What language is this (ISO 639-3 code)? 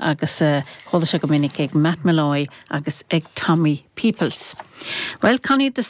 gle